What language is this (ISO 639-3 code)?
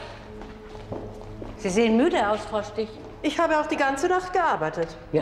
deu